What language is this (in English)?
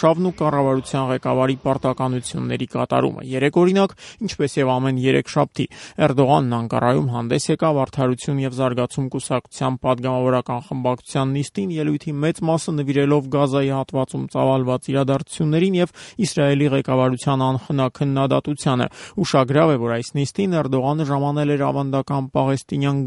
Armenian